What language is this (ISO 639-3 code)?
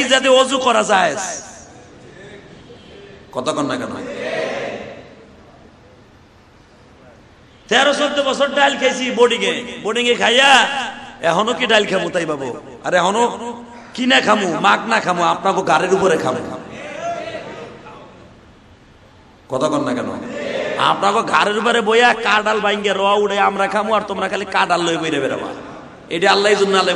ben